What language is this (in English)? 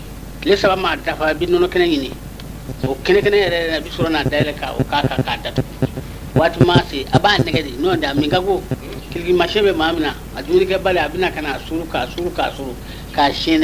Bambara